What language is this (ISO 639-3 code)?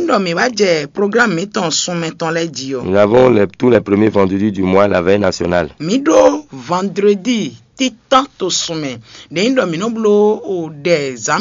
fon